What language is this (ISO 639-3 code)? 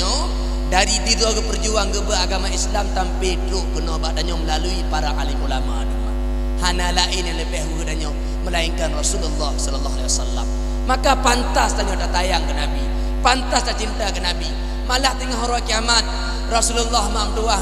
ace